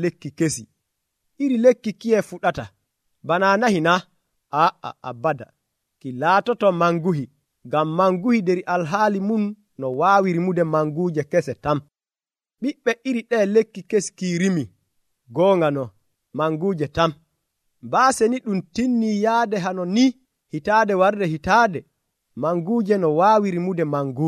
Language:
Nigerian Fulfulde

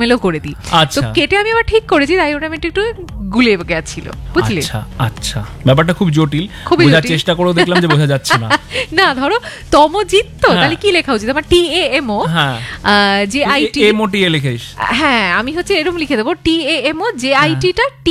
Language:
Bangla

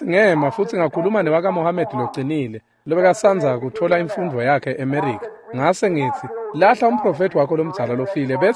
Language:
Swati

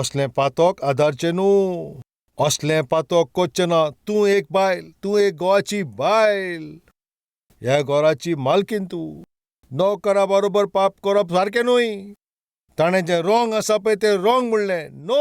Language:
Konkani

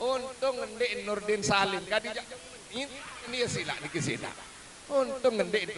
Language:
Sasak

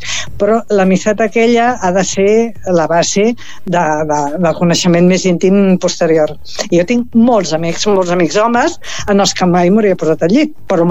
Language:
Catalan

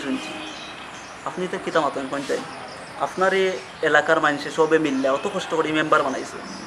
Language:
Sylheti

